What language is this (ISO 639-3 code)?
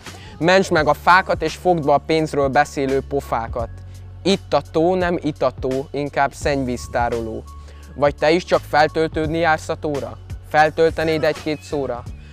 hun